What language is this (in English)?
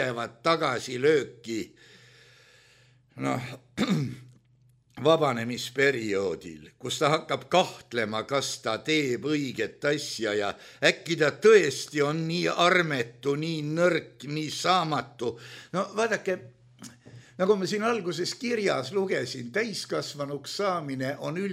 Estonian